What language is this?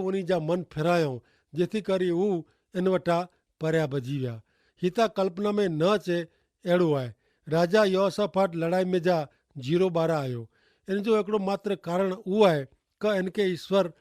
Kachhi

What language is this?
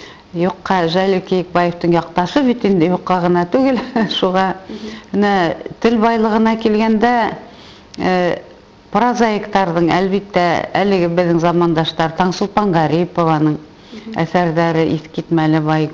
Bashkir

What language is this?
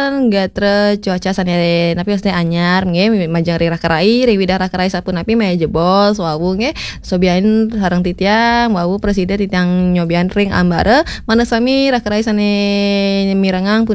Balinese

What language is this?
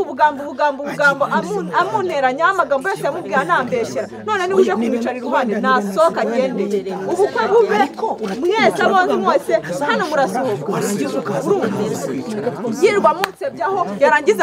Kinyarwanda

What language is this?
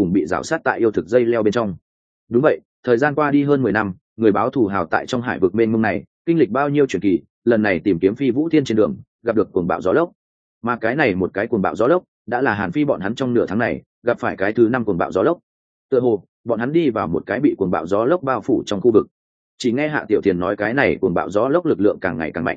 Vietnamese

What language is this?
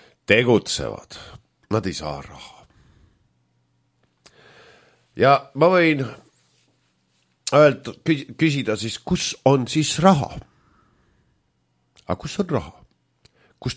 Estonian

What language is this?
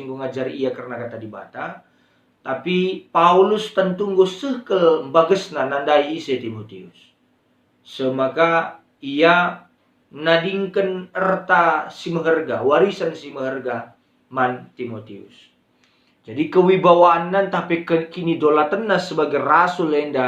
Batak Karo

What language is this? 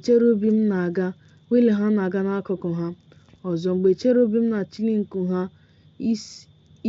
Igbo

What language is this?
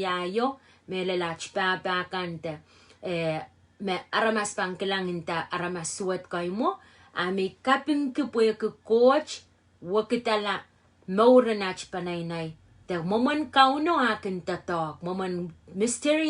Pohnpeian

